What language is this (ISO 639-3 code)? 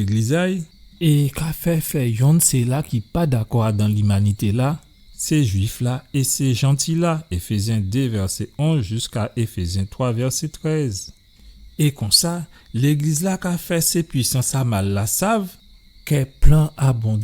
gcf